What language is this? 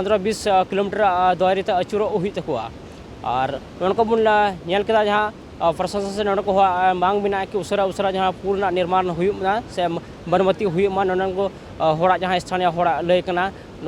Santali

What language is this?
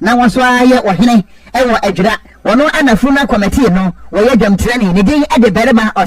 Akan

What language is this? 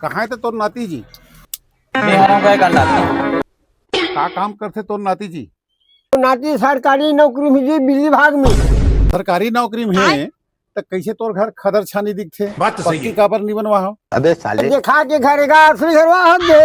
Chhattisgarhi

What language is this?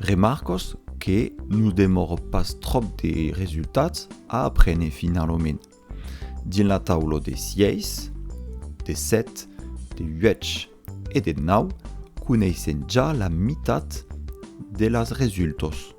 Occitan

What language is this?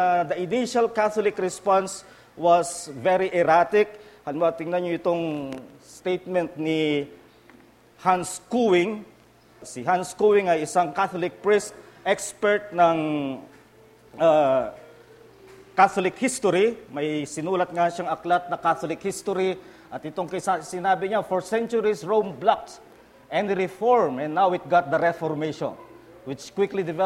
Filipino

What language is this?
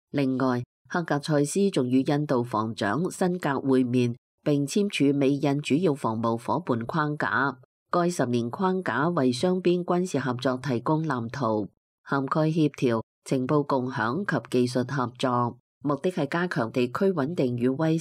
Cantonese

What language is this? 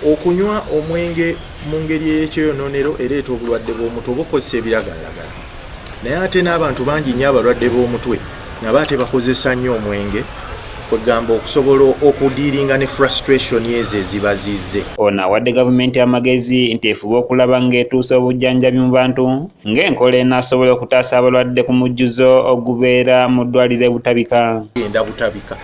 Ganda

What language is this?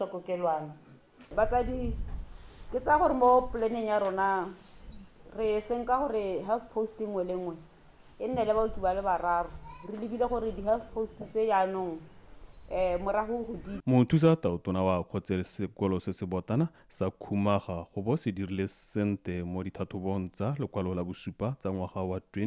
Tswana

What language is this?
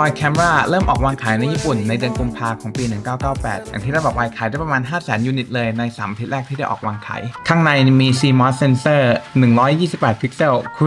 Thai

